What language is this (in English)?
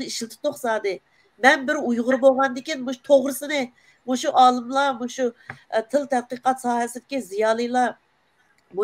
Uyghur